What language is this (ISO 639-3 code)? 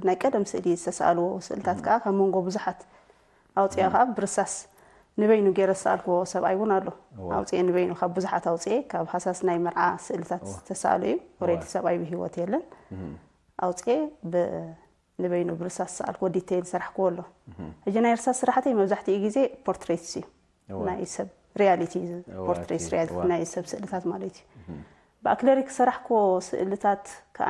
tir